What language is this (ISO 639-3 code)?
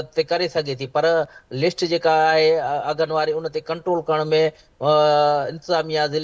snd